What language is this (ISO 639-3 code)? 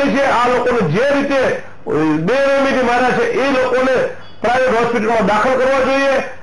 guj